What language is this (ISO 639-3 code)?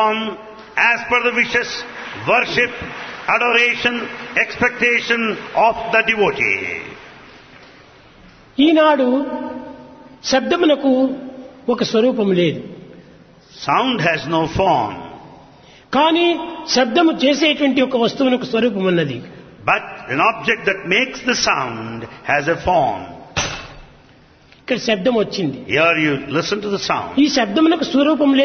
tel